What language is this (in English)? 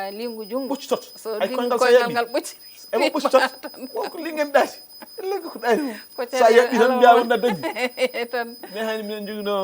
Fula